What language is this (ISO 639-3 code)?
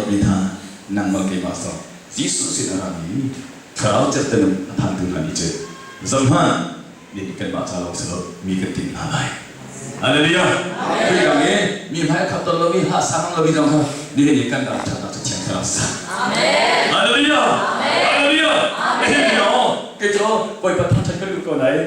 cnh